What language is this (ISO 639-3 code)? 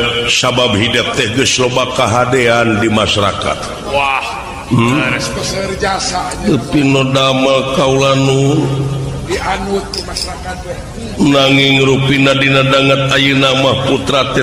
sun